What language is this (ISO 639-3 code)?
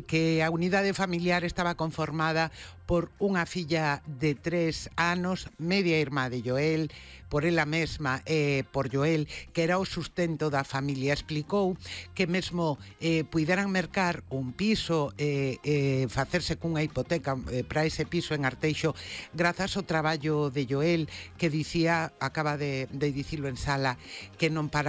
glg